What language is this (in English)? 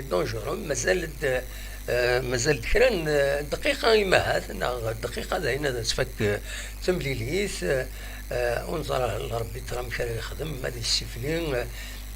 Kabyle